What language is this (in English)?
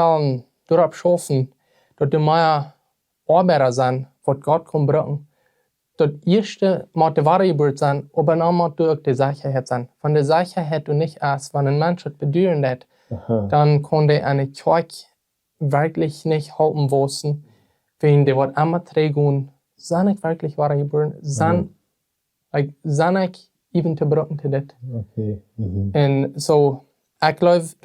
Plautdietsch